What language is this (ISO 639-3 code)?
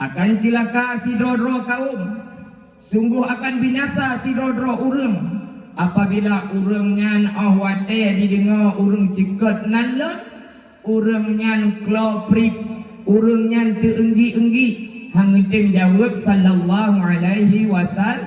ace